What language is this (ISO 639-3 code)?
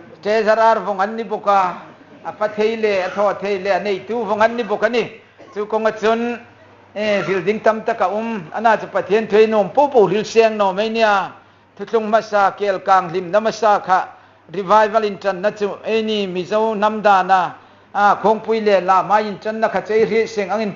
hmr